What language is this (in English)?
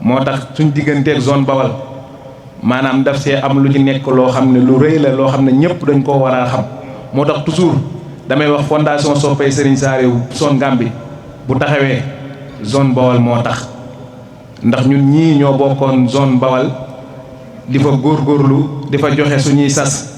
Wolof